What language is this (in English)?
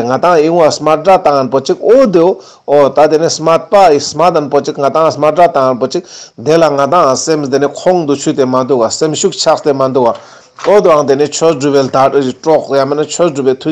Ladakhi